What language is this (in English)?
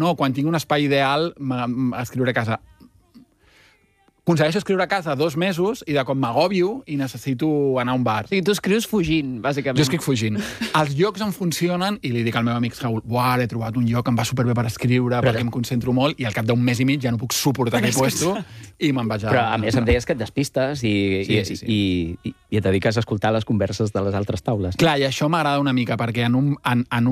Catalan